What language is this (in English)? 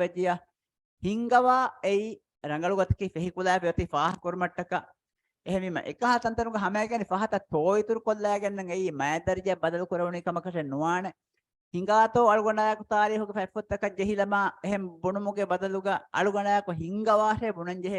Divehi